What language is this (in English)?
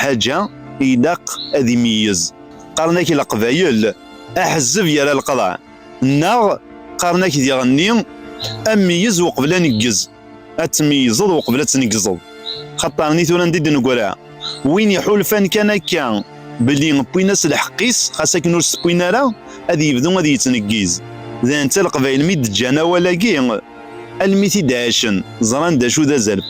Kabyle